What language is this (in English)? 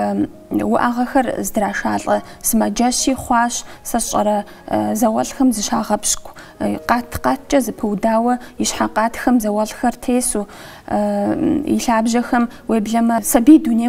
Kabardian